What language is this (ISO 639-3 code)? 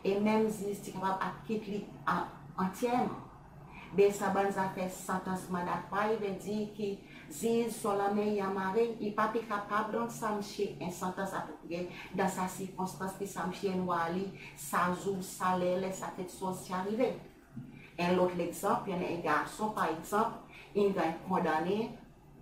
crs